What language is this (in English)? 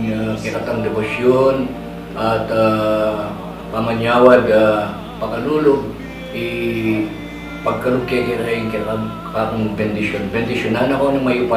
Pampanga